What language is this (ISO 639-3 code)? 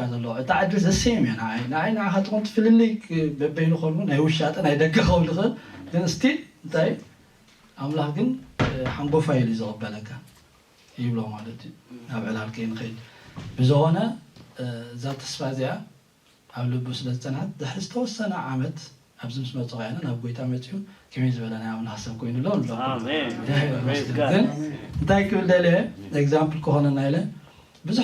tir